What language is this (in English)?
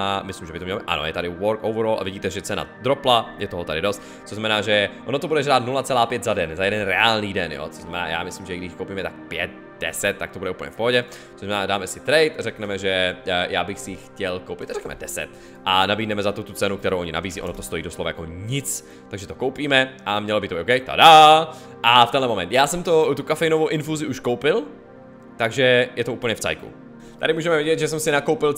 Czech